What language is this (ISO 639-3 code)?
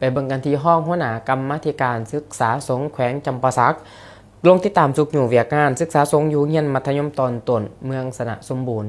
lao